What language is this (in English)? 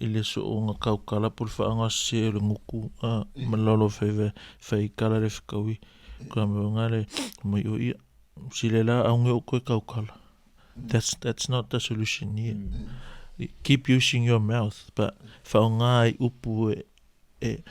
Samoan